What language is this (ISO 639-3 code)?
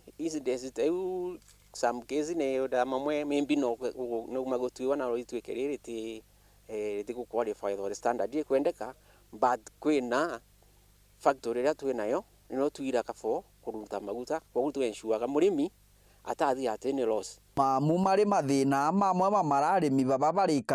mer